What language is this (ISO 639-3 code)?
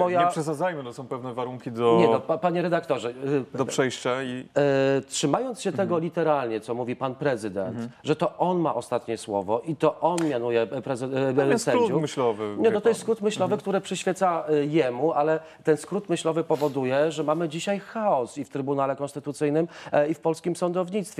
pol